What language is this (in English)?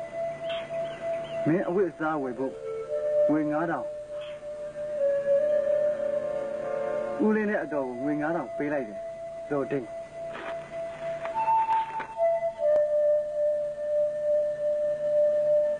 Burmese